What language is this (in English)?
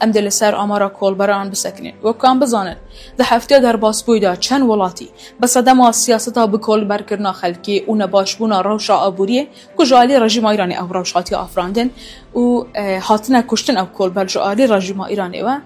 Kurdish